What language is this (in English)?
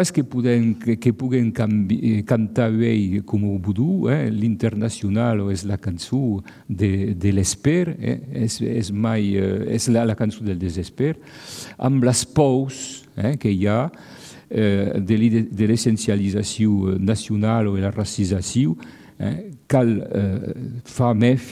Catalan